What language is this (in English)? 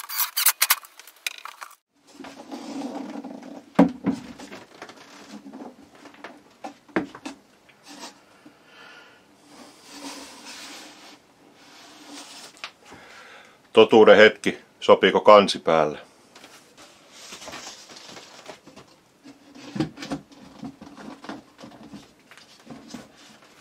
Finnish